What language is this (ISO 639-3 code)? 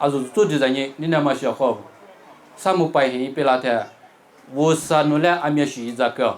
lis